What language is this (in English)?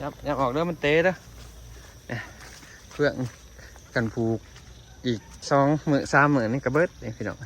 Lao